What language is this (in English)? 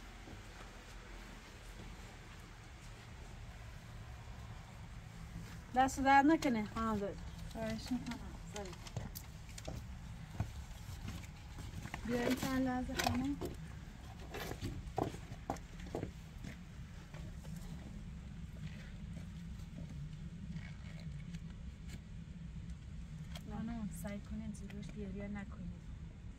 Persian